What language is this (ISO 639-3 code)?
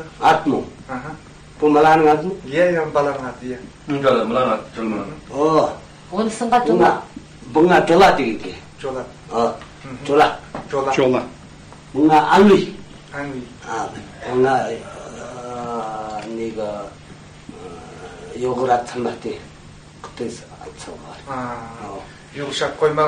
kaz